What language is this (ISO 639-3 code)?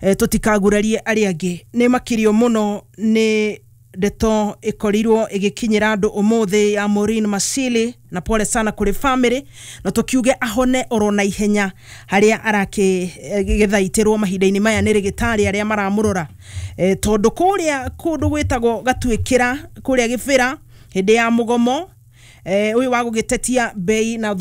kik